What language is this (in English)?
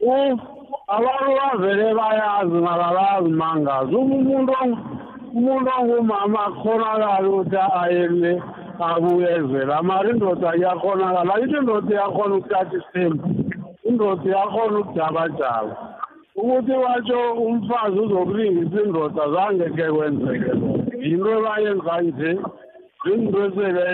South Ndebele